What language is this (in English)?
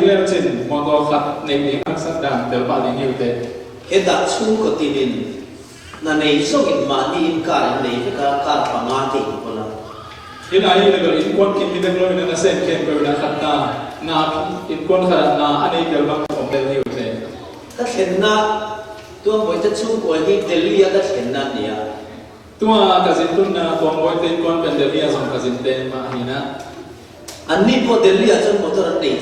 Falam Chin